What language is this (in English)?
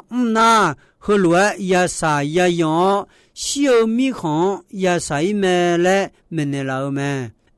Akha